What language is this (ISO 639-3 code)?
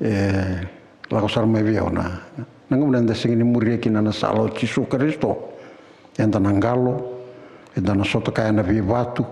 fij